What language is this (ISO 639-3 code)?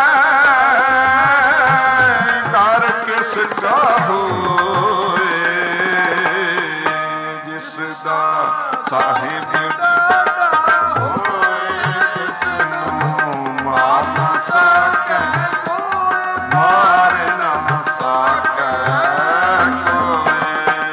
pan